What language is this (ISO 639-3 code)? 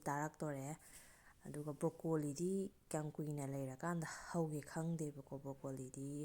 mni